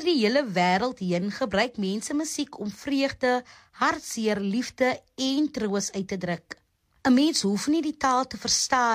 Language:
Afrikaans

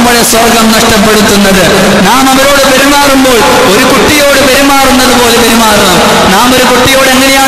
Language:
Malayalam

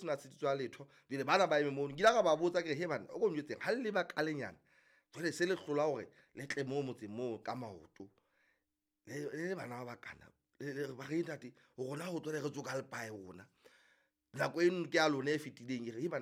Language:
Southern Sotho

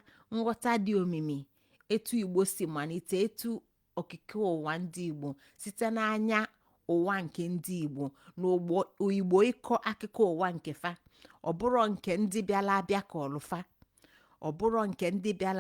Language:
Igbo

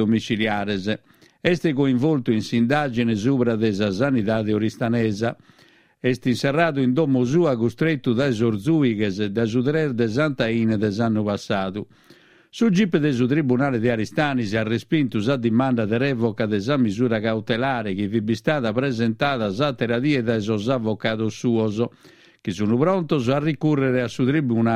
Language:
Sardinian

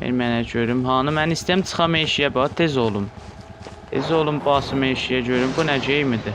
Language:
South Azerbaijani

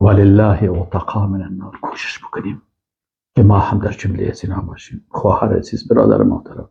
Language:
Persian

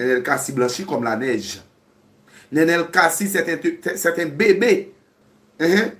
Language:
Haitian Creole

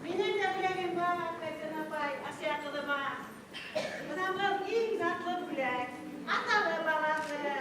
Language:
Bashkir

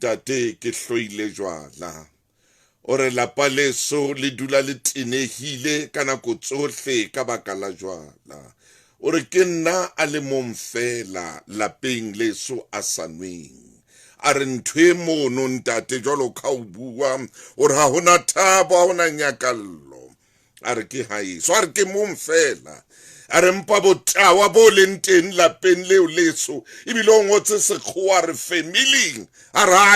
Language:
Southern Sotho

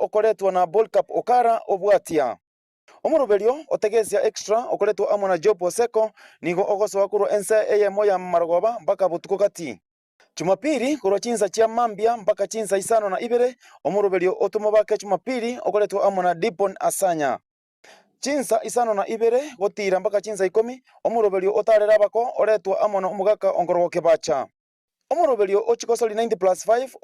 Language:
Gusii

